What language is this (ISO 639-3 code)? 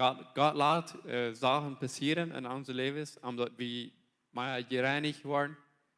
pdt